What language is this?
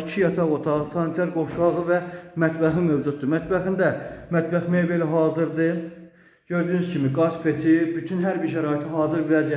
Azerbaijani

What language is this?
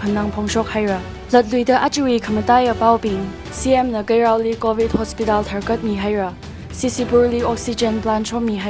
Tangkhul Naga (India)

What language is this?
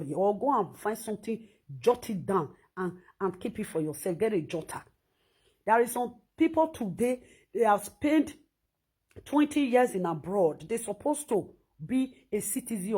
Nigerian Pidgin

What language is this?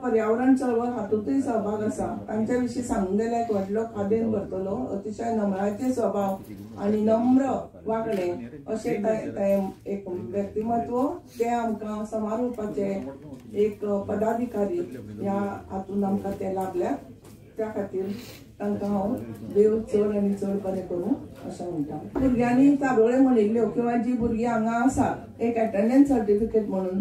Konkani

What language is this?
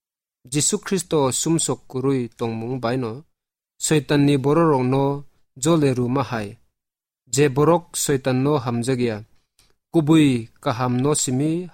Kok Borok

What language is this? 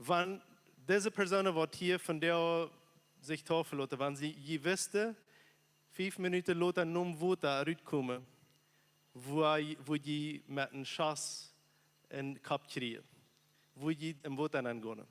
Plautdietsch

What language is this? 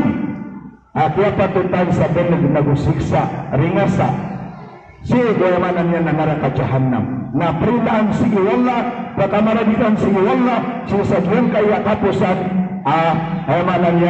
Maranao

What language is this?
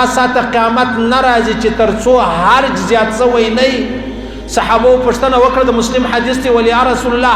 Pashto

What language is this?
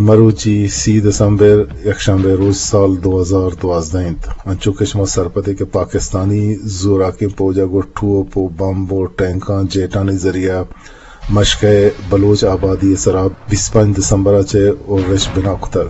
Eastern Balochi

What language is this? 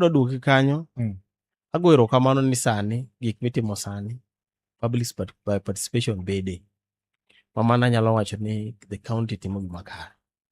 Luo (Kenya and Tanzania)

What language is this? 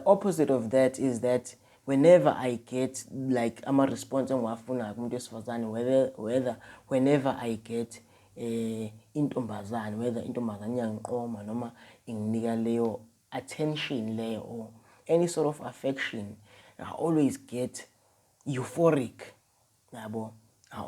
Zulu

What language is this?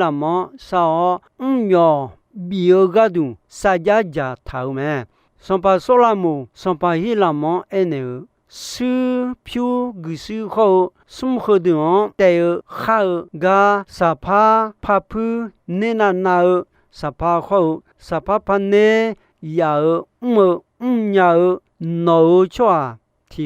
Akha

